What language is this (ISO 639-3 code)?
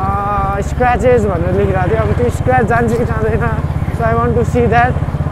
nep